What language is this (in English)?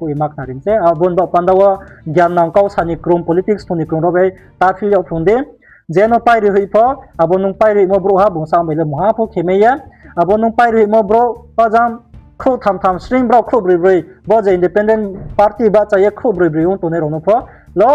Riang (India)